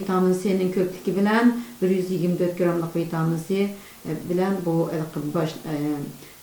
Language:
Uyghur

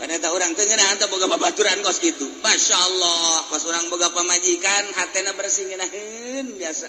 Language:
Sundanese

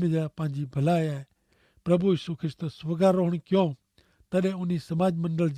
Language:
Kachhi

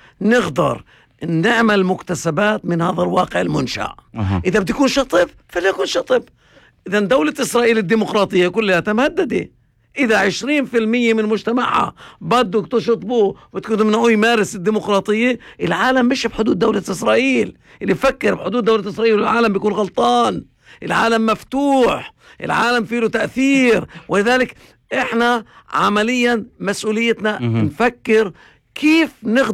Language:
North Levantine Arabic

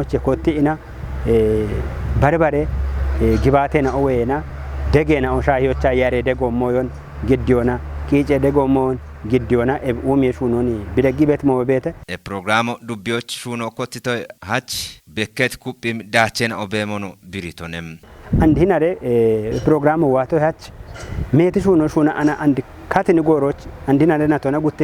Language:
Kafa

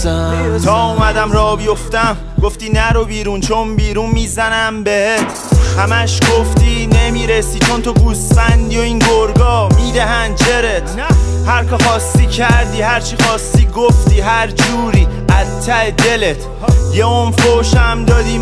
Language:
Persian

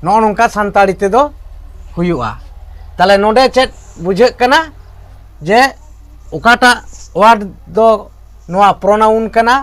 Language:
Santali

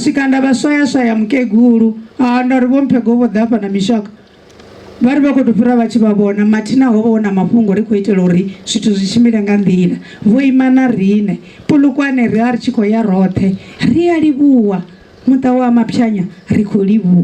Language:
Venda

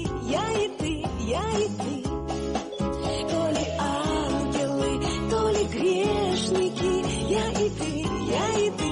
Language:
Russian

